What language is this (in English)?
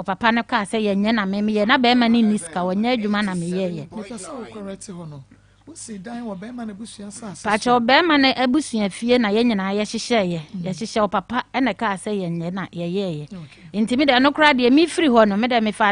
Akan